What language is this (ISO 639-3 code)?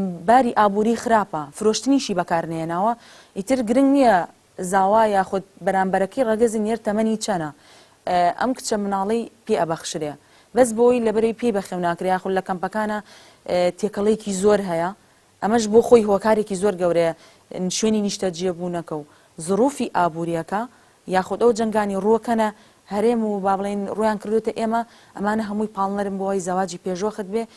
ckb